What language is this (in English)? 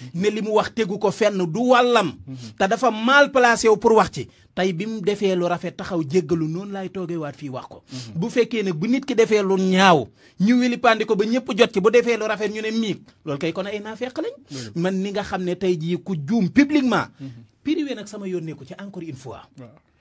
Wolof